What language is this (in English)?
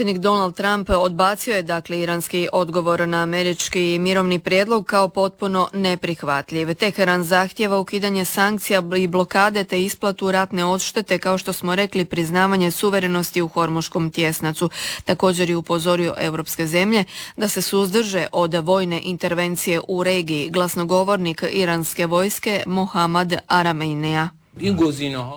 Croatian